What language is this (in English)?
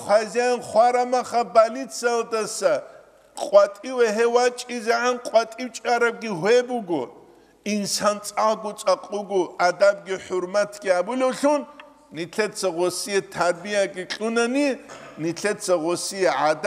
Avaric